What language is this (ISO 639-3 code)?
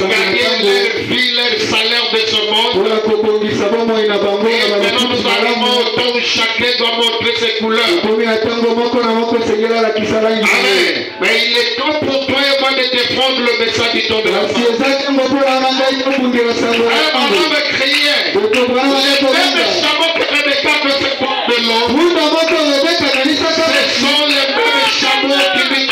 fra